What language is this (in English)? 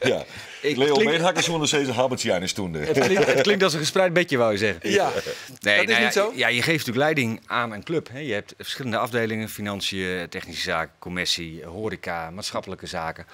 Western Frisian